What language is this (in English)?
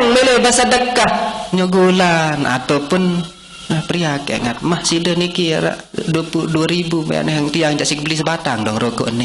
Sasak